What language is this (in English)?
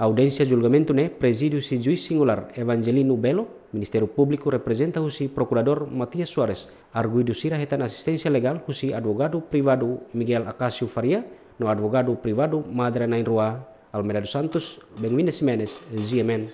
Tetum